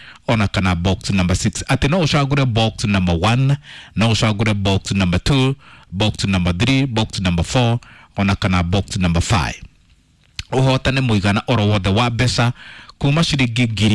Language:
Kikuyu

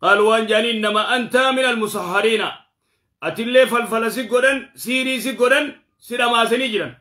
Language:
Oromo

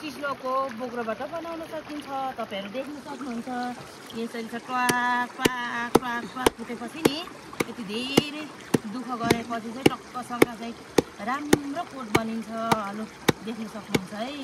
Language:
Nepali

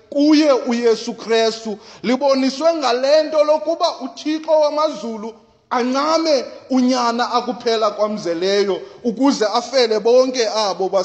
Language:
Xhosa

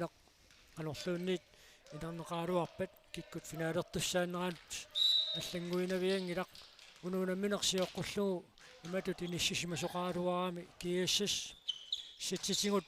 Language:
Kalaallisut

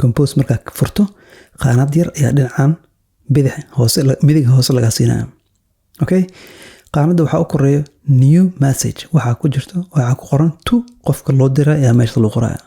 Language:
Somali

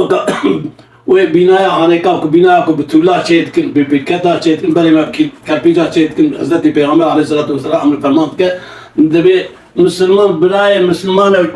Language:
Kurdish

